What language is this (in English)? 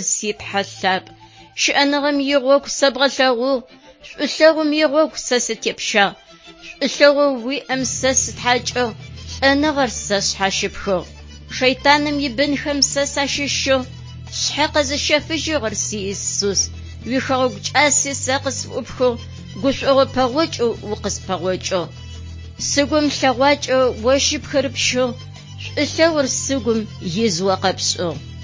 Adyghe